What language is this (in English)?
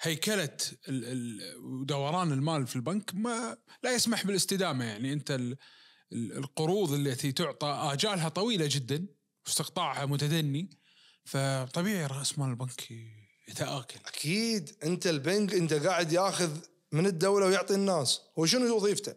Najdi Arabic